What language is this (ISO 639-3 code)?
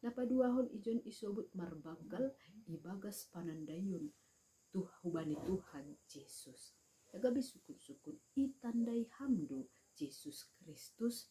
bts